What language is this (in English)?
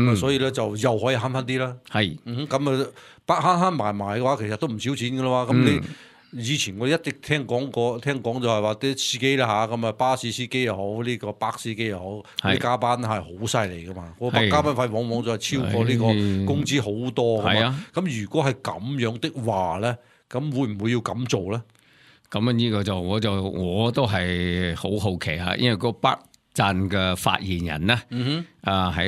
Cantonese